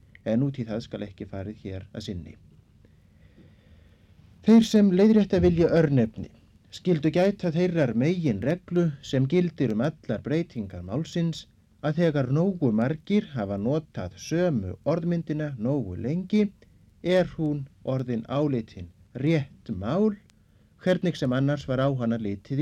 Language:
Icelandic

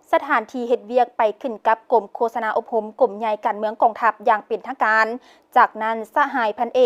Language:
Lao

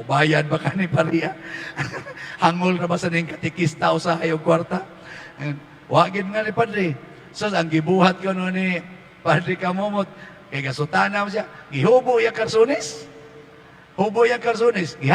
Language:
Cebuano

